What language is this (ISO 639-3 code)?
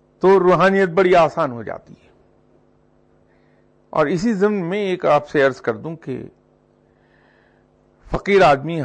urd